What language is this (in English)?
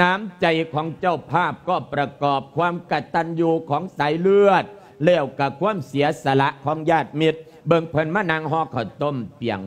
Lao